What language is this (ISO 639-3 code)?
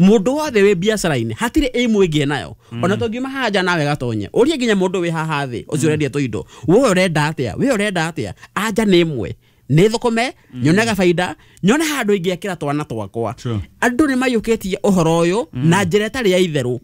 kik